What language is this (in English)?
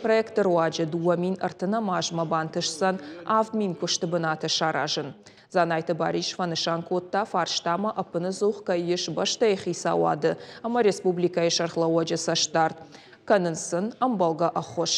Ossetic